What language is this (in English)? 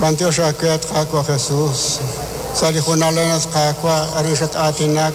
Kekchí